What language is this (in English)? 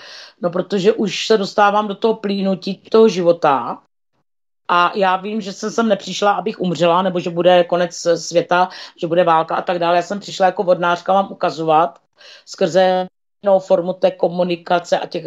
Czech